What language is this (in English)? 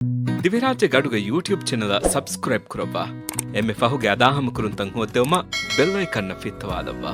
Divehi